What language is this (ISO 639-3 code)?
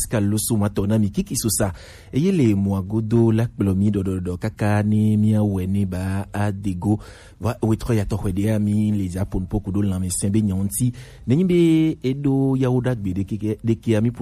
gej